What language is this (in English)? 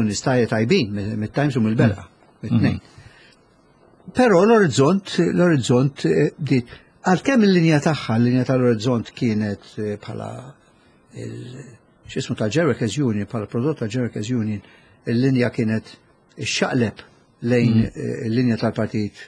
Maltese